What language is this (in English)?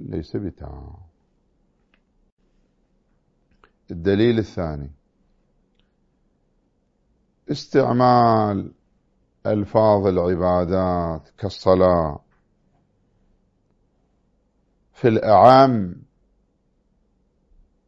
Arabic